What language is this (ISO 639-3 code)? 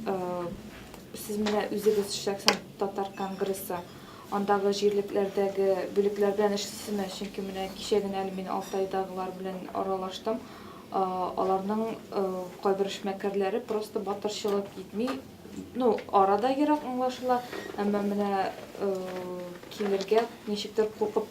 tat